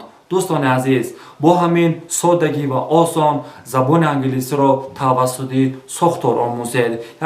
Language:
Tajik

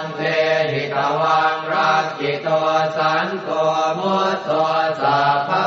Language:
Pali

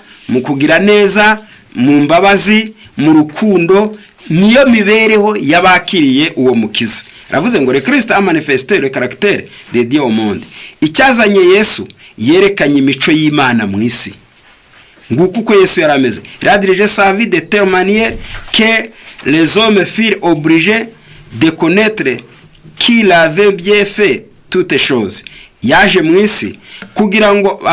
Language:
Kinyarwanda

